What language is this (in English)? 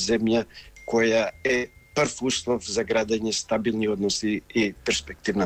Macedonian